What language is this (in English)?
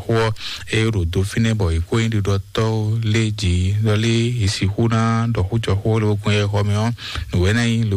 Fon